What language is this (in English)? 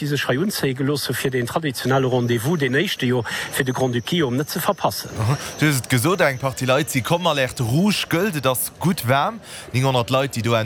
Luxembourgish